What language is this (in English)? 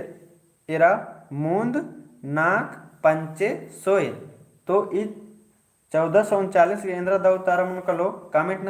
Kurukh